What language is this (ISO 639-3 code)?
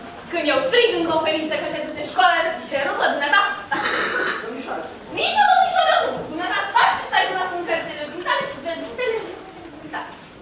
ron